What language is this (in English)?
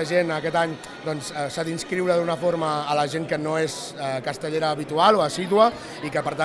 Catalan